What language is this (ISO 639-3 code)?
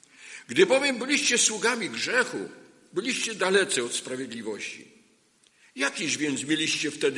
pol